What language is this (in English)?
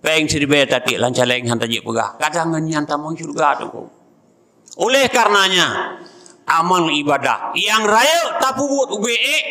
Achinese